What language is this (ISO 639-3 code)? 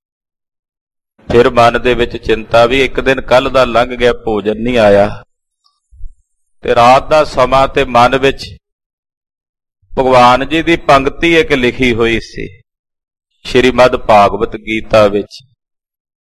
pan